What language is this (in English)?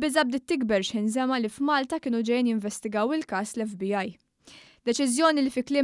Maltese